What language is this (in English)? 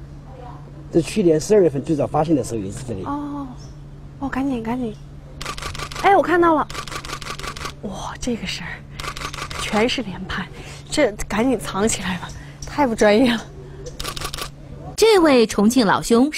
Chinese